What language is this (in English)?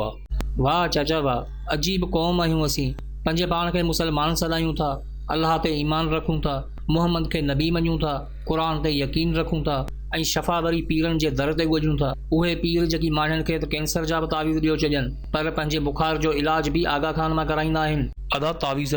Sindhi